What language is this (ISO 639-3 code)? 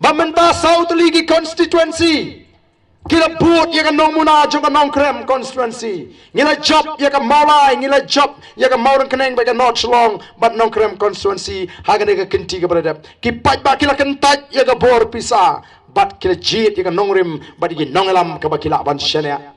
kha